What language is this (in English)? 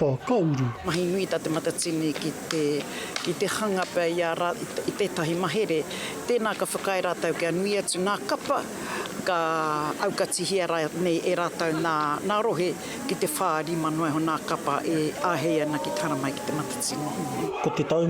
Māori